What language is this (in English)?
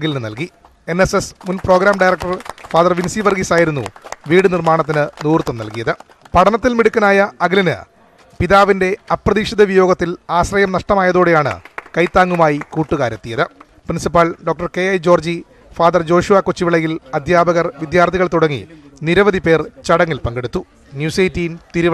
Malayalam